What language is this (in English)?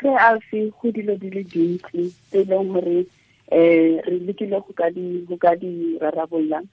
Tswana